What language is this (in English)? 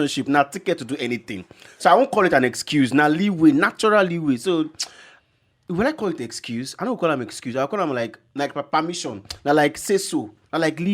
Nigerian Pidgin